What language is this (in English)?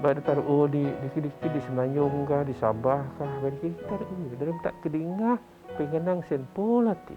Biatah Bidayuh